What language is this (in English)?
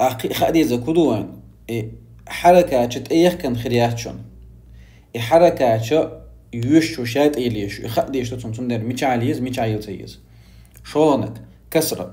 Chechen